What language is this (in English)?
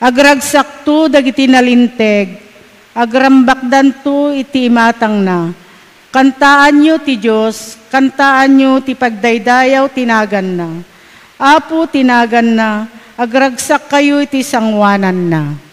Iloko